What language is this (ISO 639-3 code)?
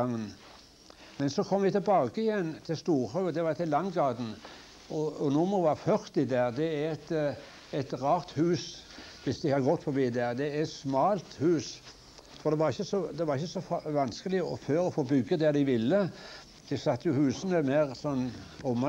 nor